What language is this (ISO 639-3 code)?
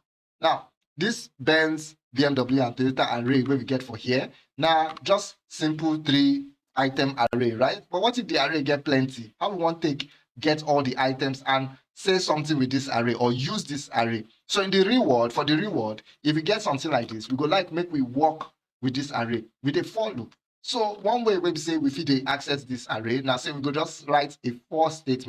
pcm